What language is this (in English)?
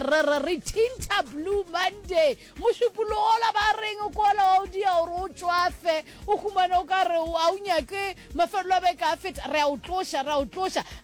Northern Sotho